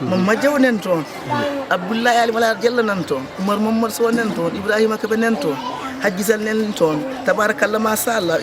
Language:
Fula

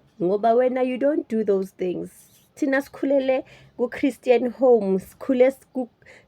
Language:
Zulu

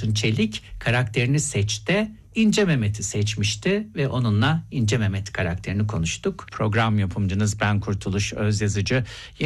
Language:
Turkish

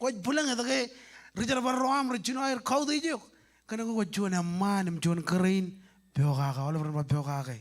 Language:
Marshallese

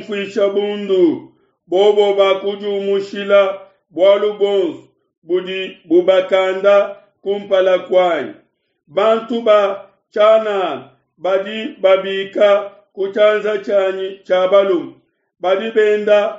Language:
Luba-Lulua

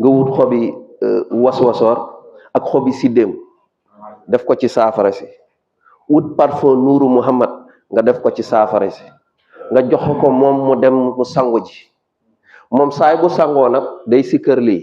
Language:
Wolof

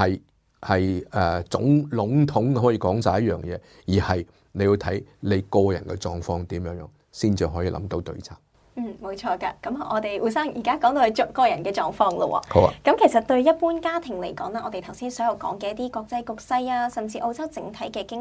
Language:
Cantonese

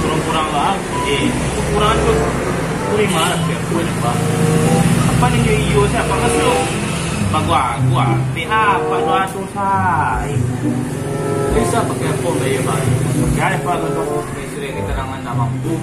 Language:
Minangkabau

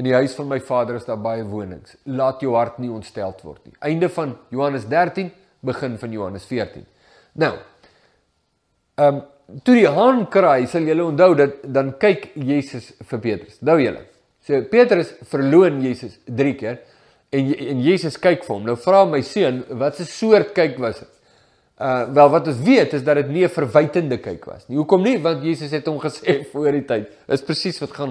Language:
Afrikaans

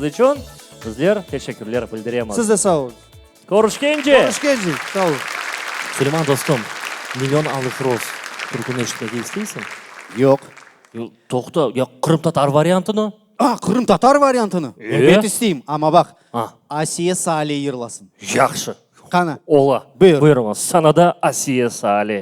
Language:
Crimean Tatar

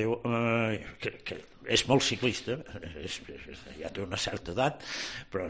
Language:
Catalan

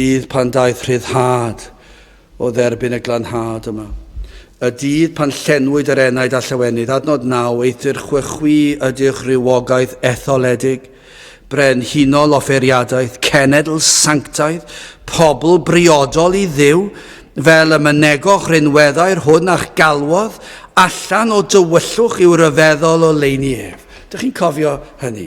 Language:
Welsh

